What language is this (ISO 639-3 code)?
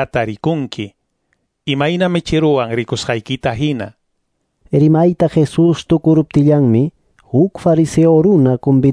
quy